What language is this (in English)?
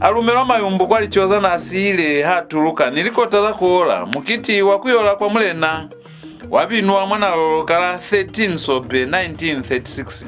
Lozi